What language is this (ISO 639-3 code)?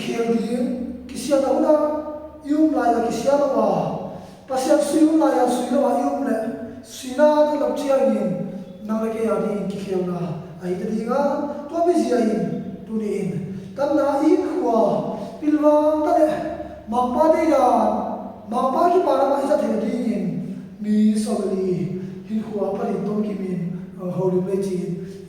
ctd